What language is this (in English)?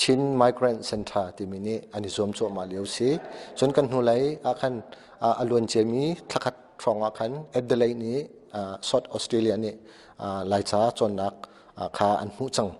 Hakha Chin